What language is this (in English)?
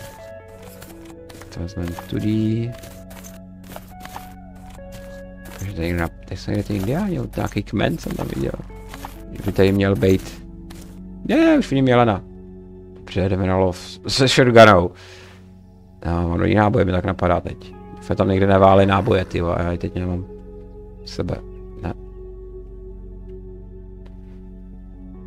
Czech